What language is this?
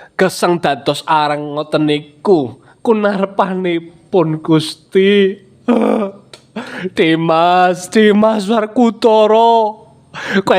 Javanese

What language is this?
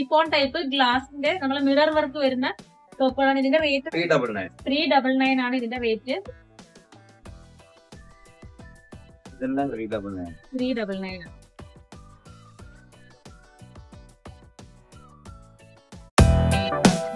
Malayalam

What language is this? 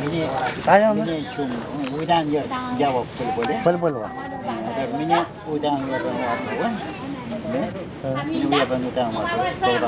Marshallese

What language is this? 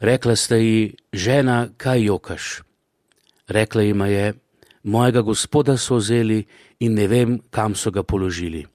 Slovenian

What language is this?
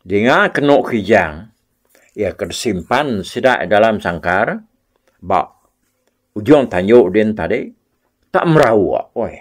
Iban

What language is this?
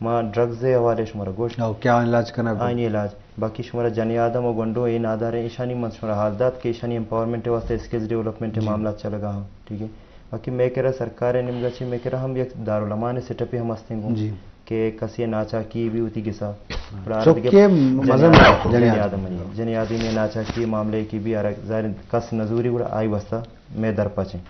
Eastern Balochi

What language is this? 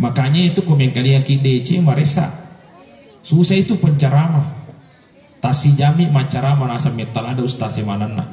Buginese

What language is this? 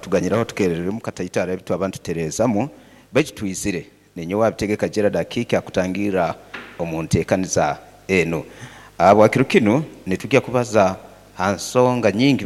Nyoro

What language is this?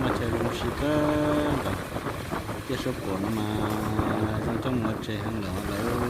Hmong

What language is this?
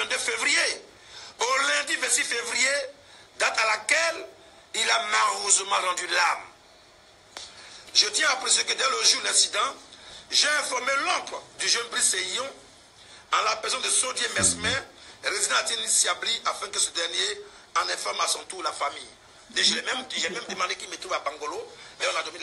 French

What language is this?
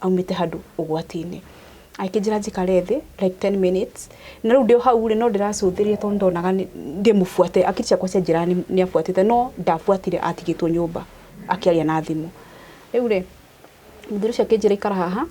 Kikuyu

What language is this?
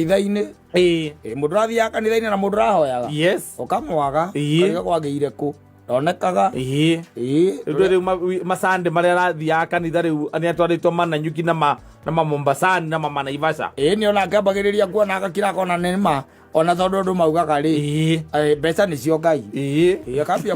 Kikuyu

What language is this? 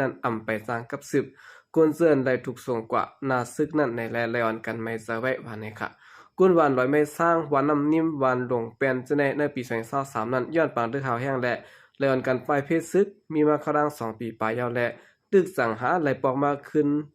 Shan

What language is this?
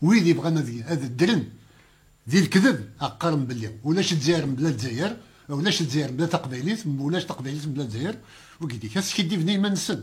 Kabyle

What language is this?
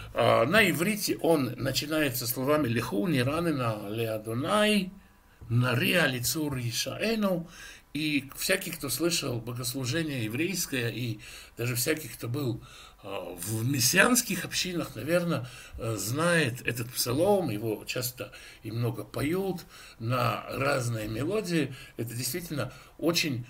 Russian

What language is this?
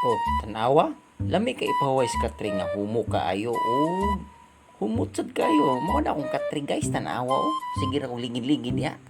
Cebuano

